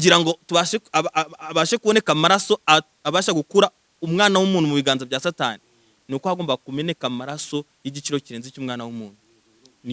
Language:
Kinyarwanda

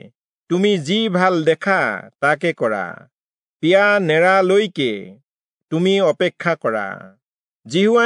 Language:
Assamese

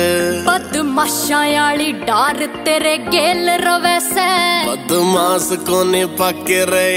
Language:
Haryanvi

